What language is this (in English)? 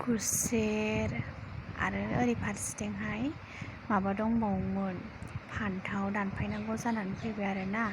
Bodo